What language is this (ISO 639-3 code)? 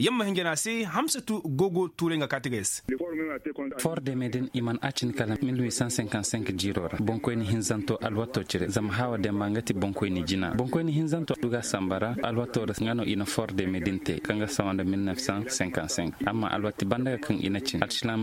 ses